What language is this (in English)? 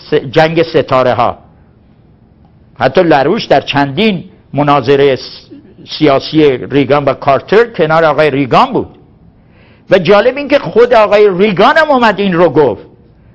Persian